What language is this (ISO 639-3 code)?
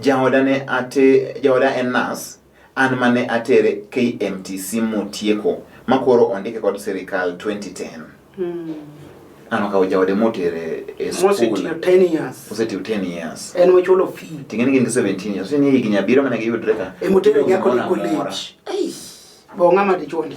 luo